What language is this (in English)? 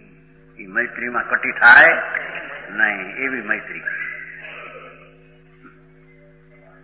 Gujarati